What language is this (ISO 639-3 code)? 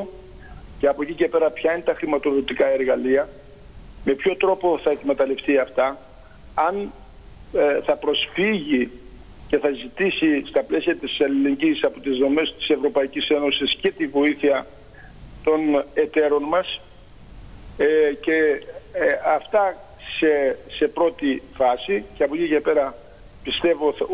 ell